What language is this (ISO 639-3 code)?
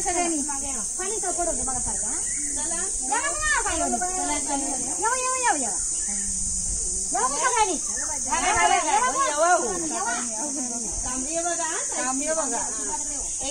mar